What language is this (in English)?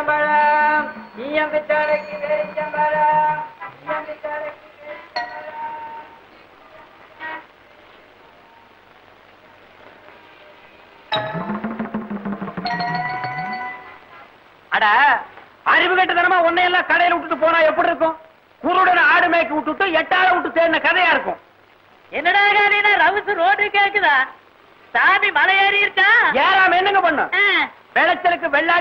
Tamil